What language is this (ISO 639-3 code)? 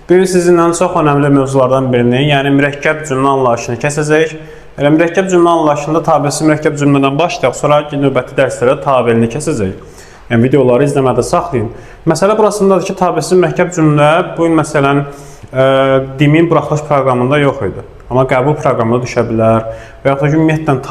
aze